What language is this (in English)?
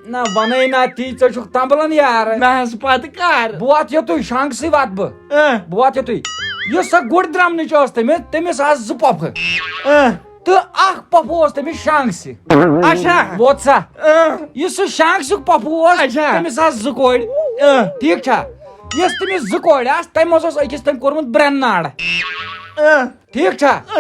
Kashmiri